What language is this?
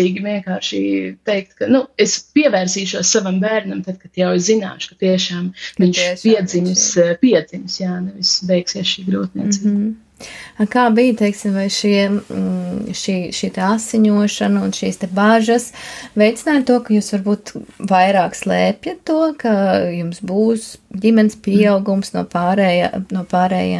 Latvian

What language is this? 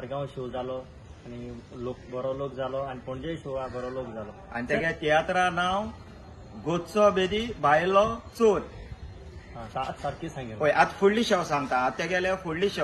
Konkani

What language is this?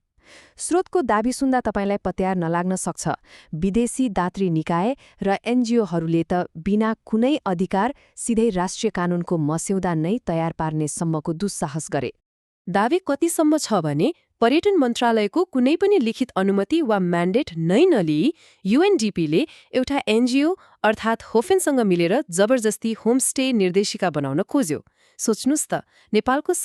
Nepali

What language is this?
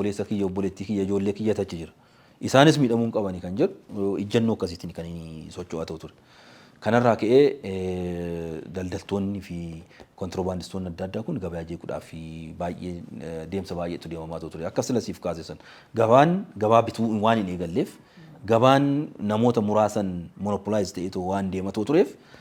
Oromo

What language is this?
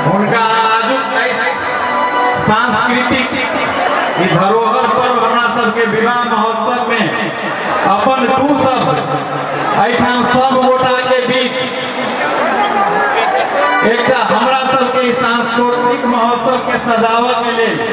Maithili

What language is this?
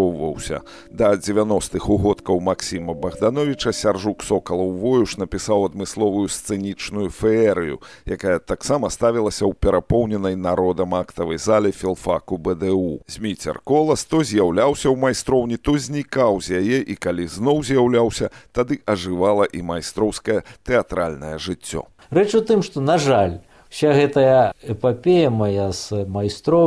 Belarusian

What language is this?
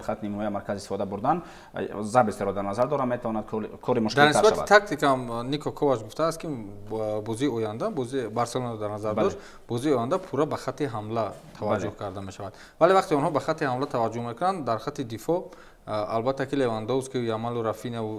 Tajik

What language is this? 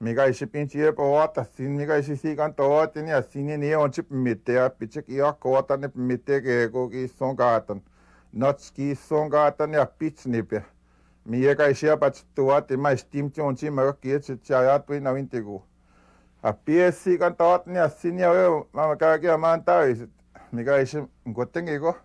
Western Ojibwa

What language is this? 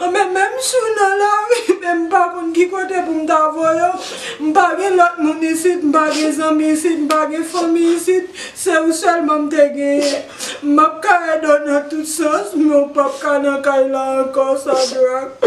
Haitian Creole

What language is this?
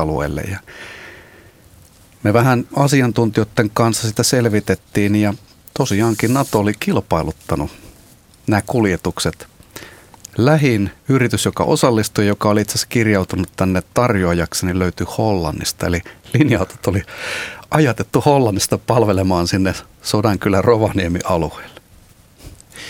Finnish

